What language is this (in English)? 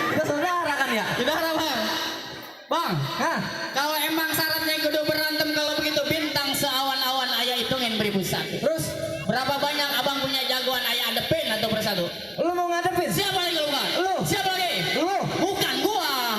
Betawi